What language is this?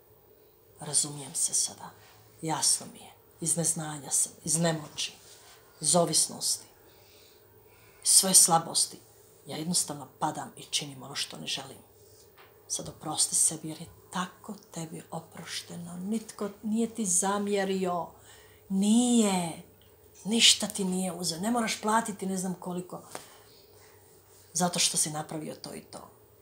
Croatian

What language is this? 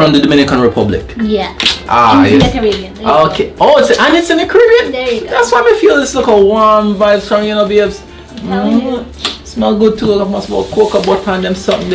Jamaican Creole English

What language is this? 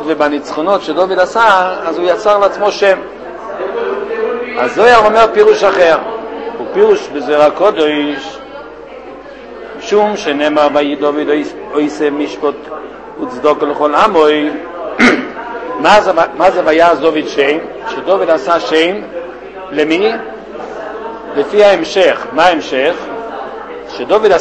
Hebrew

